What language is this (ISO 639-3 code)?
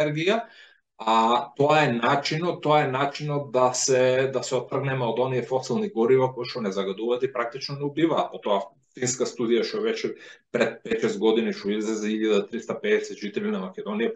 mkd